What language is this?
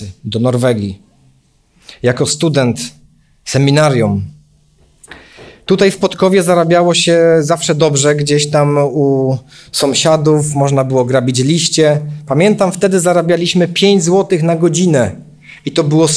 Polish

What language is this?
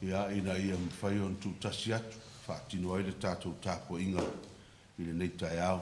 Samoan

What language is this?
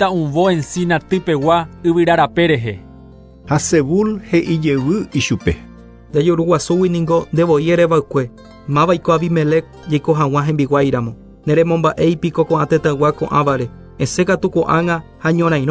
Guarani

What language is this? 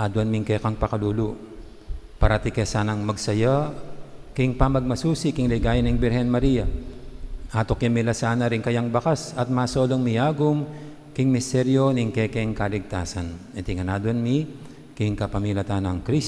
Pampanga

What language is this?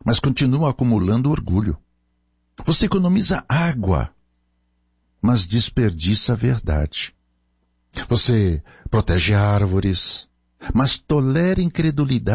Portuguese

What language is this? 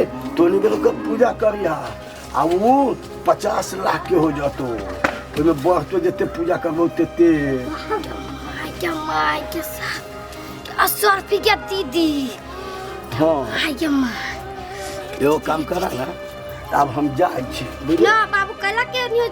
Maithili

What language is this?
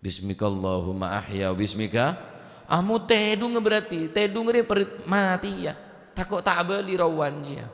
Madurese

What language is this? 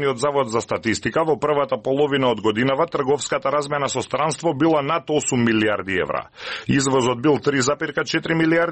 Macedonian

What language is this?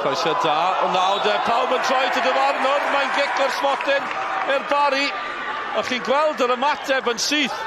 Welsh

